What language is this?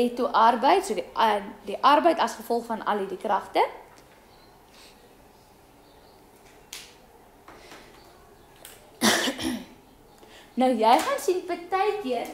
Afrikaans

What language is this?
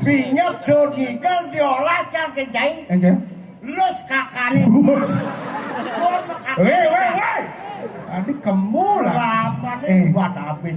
Balinese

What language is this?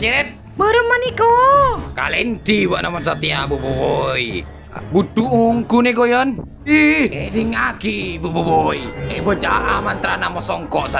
Madurese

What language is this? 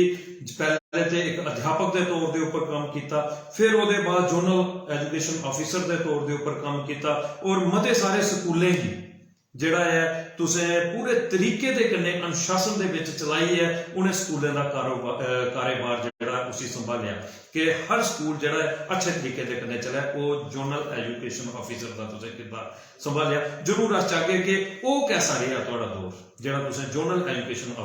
Dogri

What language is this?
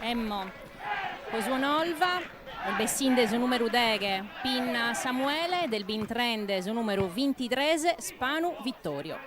Sardinian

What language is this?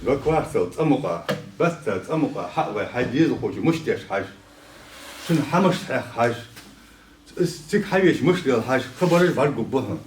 Ingush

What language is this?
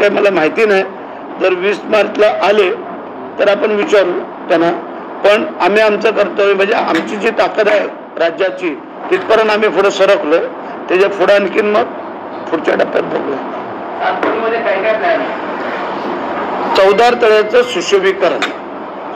Marathi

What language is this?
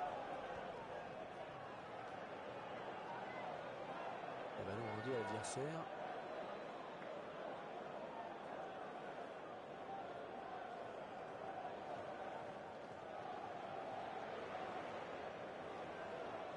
French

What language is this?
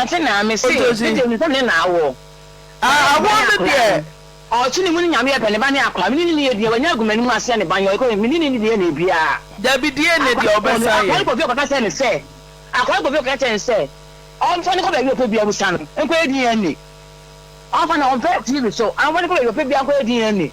Akan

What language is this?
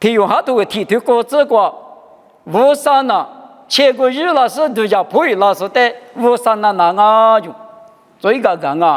Lisu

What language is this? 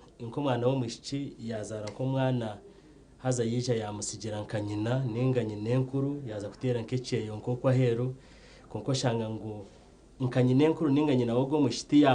Nyankole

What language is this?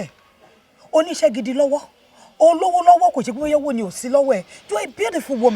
Yoruba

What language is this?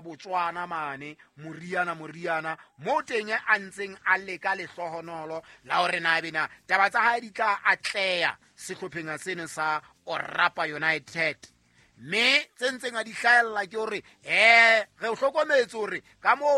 Southern Sotho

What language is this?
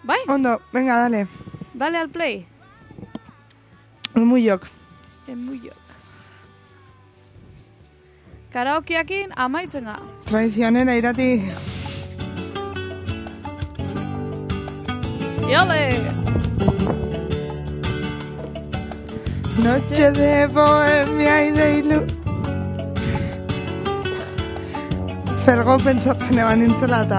Basque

